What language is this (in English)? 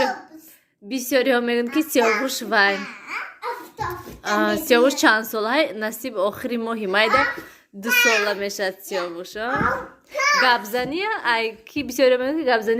Tajik